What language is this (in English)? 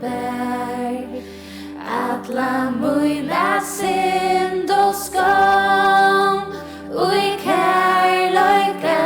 Faroese